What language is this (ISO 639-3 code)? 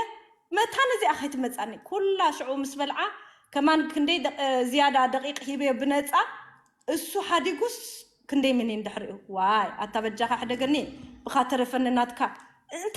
tir